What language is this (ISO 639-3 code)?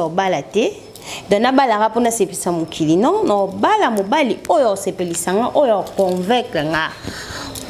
lin